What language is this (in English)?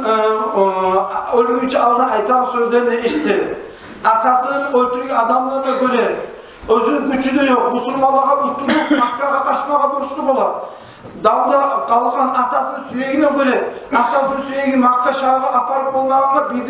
Kumyk